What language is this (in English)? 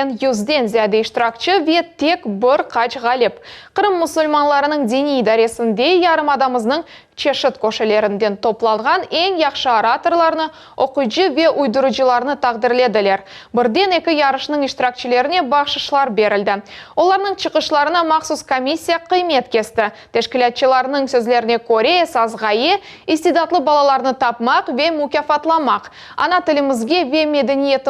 Crimean Tatar